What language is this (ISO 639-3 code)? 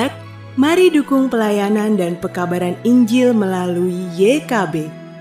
akg